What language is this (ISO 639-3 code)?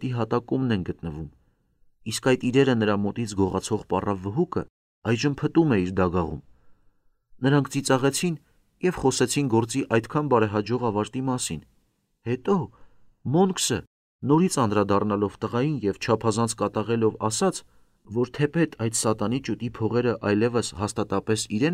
hye